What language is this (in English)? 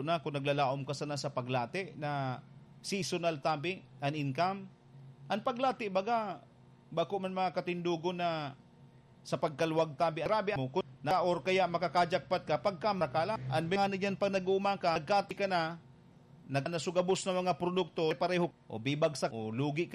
Bikol